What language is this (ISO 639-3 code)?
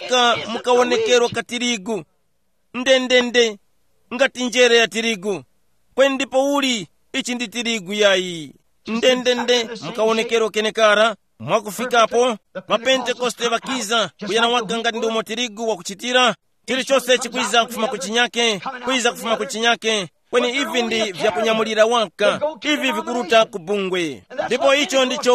tum